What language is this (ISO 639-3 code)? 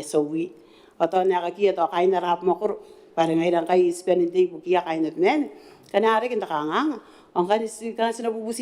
gil